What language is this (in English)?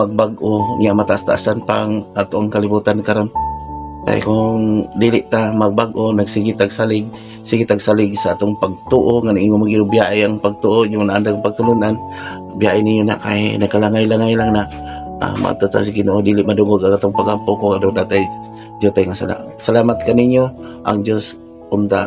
Cebuano